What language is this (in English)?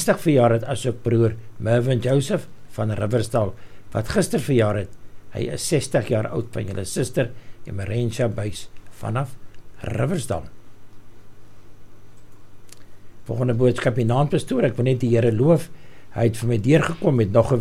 Afrikaans